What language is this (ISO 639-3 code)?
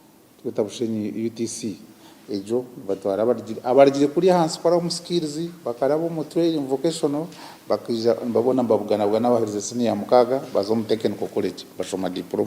nyn